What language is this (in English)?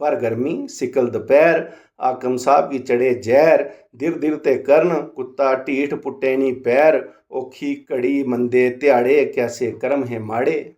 Dogri